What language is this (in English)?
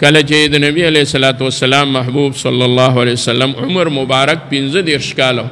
Pashto